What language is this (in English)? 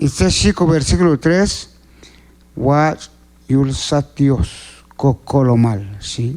Q'anjob'al